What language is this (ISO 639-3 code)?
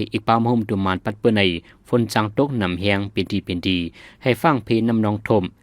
shn